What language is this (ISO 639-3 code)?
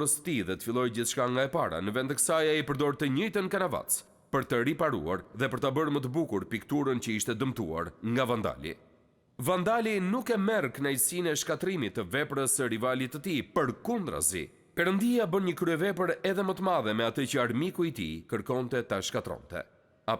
sqi